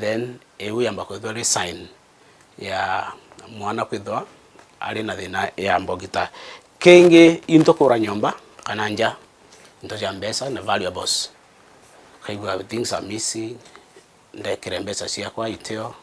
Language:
Meru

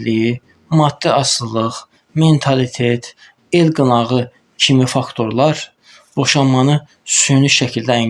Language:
Azerbaijani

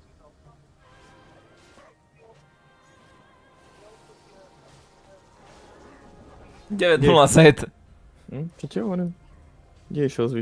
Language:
Slovak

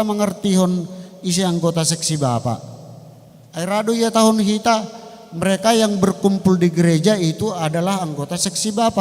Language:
Batak Simalungun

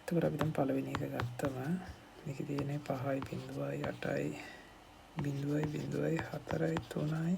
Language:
Sinhala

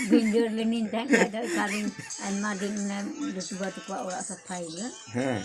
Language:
Santali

